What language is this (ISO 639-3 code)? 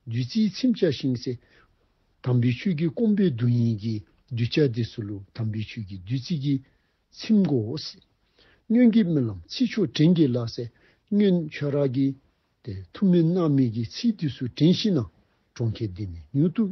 dzo